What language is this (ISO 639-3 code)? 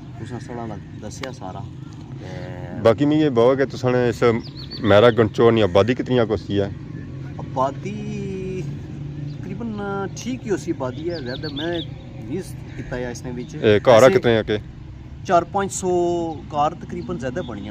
phr